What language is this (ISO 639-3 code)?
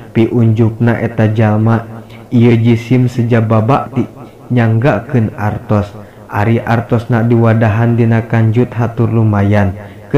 sun